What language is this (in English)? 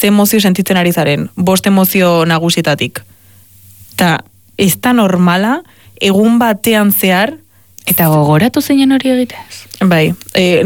Basque